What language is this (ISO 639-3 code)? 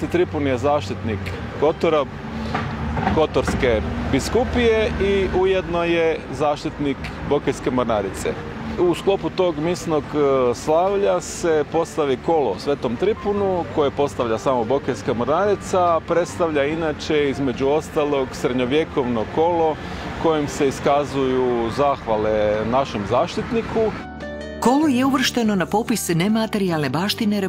hrv